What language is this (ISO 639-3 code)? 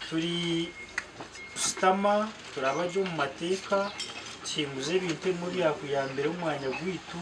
nyn